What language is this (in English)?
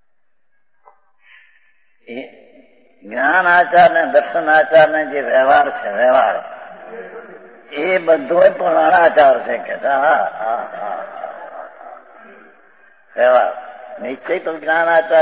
Gujarati